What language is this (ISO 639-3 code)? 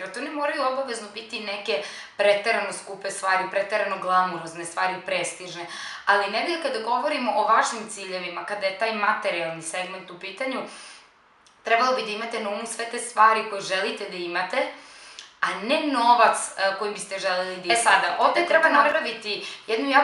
srp